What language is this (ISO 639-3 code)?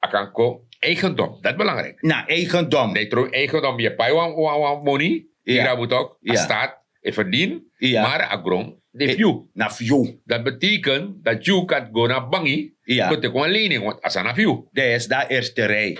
srn